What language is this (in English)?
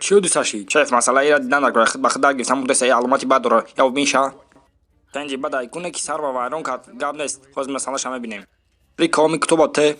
Tajik